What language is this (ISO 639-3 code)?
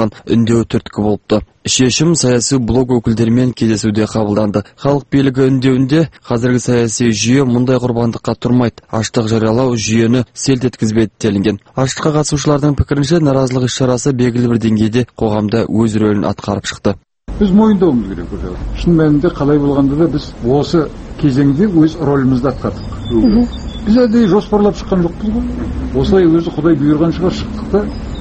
kaz